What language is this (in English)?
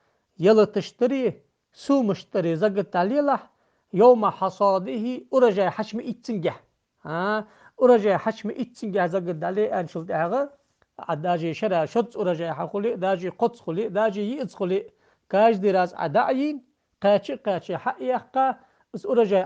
Ingush